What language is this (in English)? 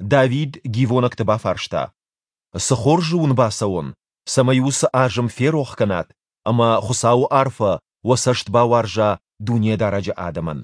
Ossetic